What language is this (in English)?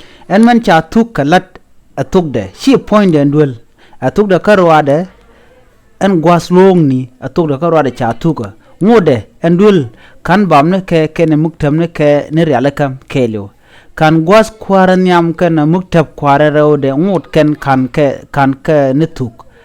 Nuer